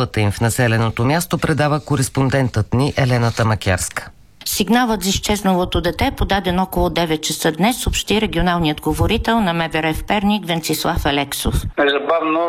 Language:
Bulgarian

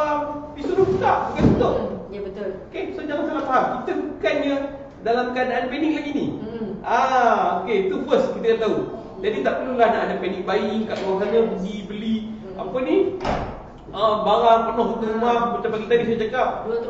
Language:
Malay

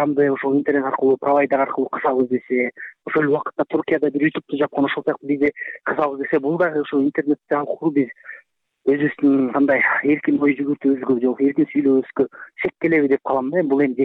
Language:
Kyrgyz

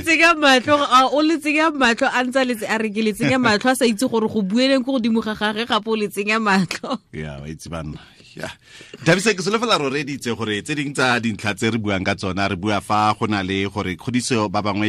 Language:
Tswana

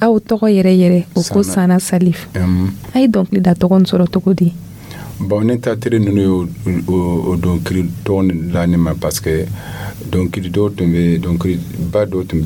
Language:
Dyula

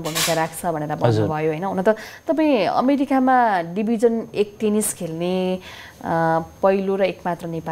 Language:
Nepali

